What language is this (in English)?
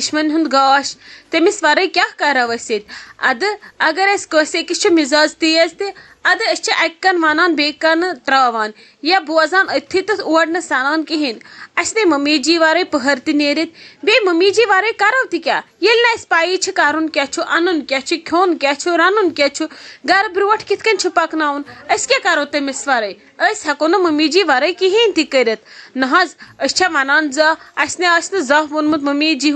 Kashmiri